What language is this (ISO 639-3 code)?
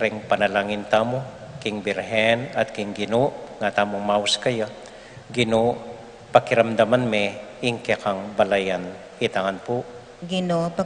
pam